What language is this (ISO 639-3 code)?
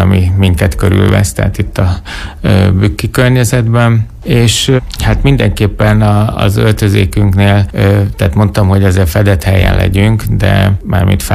hun